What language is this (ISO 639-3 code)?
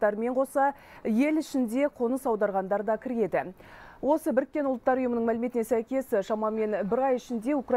kaz